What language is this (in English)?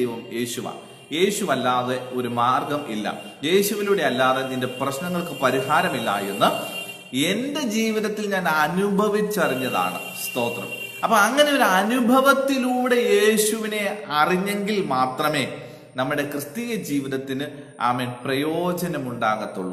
Malayalam